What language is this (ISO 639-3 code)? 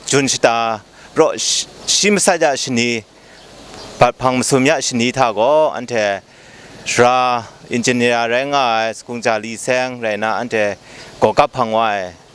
kac